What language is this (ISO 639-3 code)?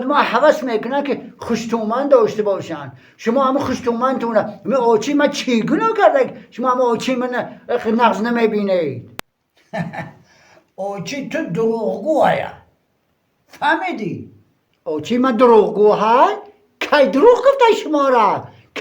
tgk